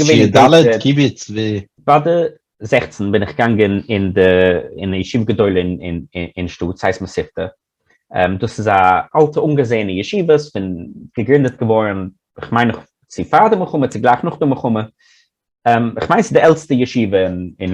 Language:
Yiddish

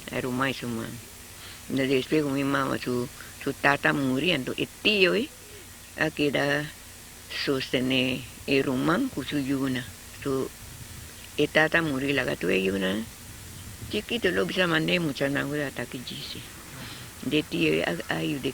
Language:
Papiamento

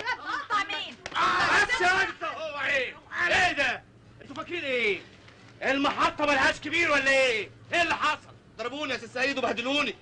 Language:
Egyptian Arabic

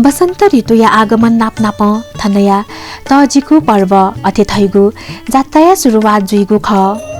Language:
Newari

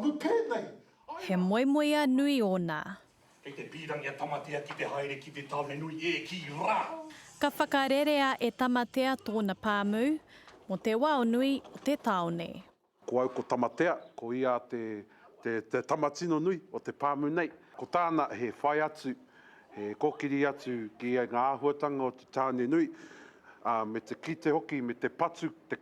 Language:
Māori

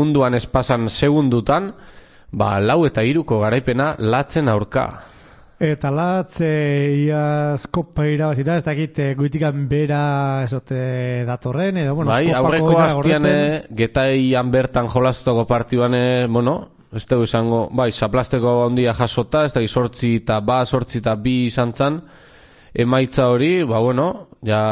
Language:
Basque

